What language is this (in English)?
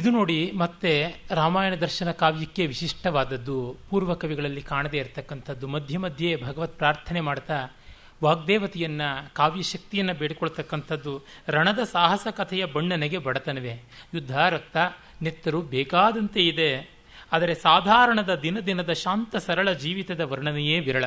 Kannada